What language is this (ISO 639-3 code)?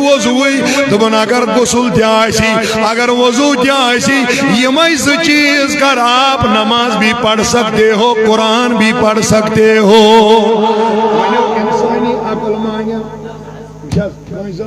kas